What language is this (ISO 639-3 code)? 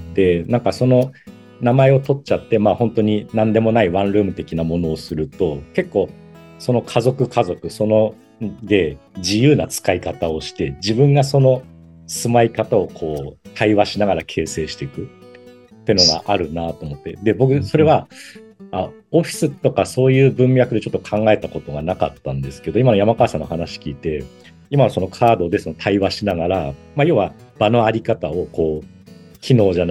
jpn